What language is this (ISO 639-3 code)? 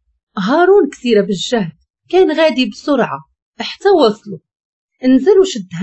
ary